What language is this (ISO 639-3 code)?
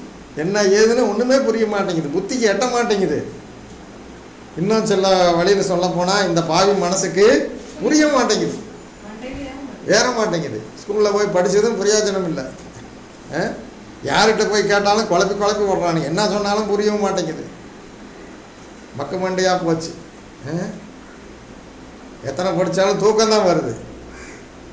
tam